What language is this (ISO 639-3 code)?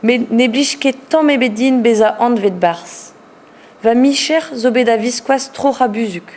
bre